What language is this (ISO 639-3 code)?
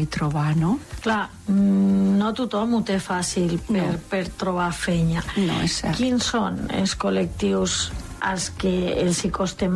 cat